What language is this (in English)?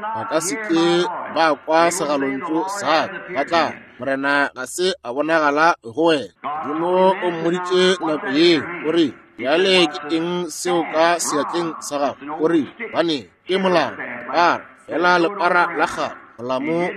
Northern Sotho